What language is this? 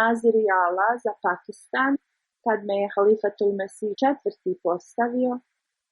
Bosnian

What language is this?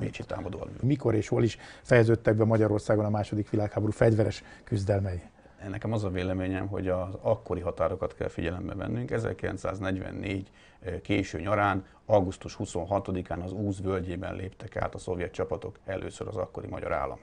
Hungarian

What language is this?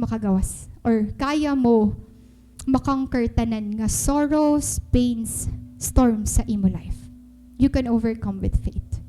Waray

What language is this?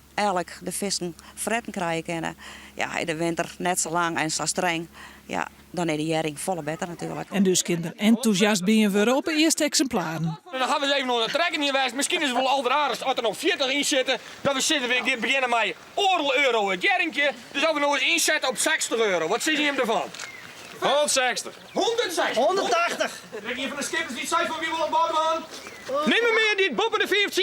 Western Frisian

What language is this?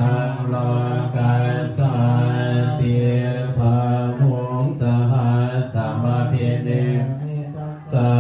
Pali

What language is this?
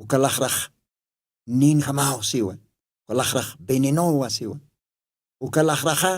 Aymara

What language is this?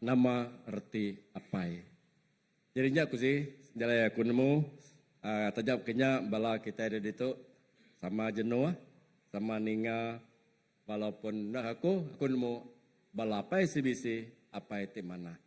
Iban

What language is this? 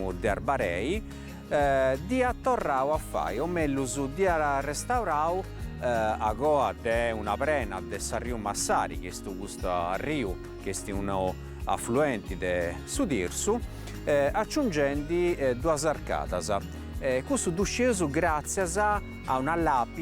Sardinian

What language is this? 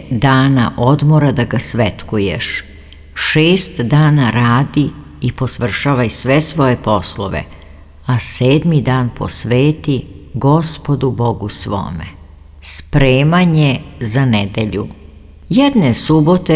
Serbian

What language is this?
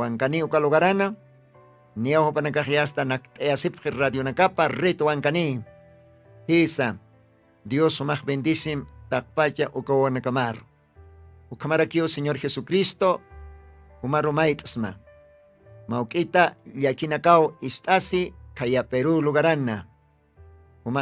Aymara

